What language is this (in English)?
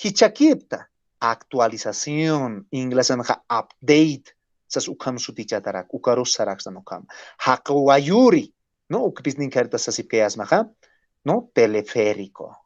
Aymara